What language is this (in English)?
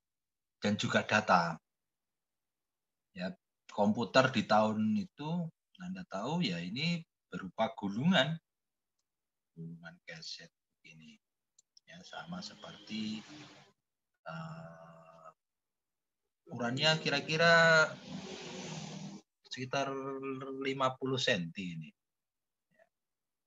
Indonesian